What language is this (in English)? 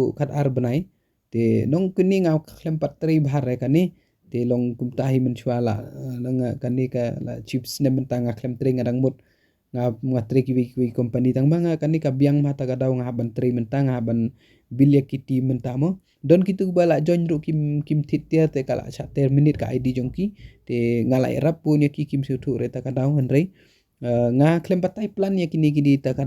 Khasi